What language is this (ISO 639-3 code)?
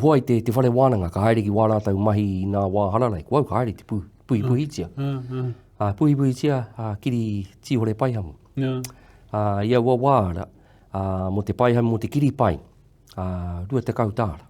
mri